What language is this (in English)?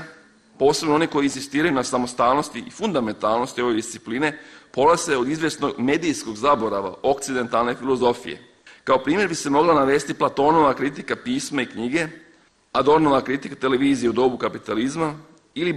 Serbian